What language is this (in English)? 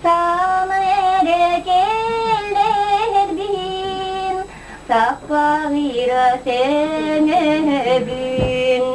Yakut